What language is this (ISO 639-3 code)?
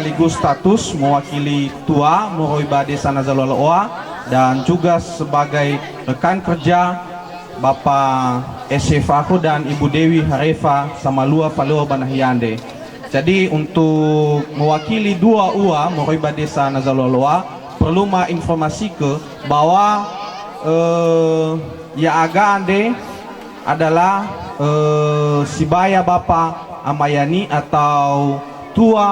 nia